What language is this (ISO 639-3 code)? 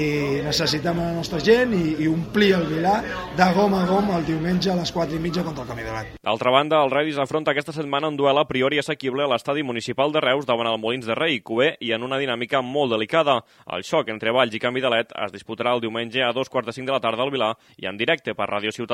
cat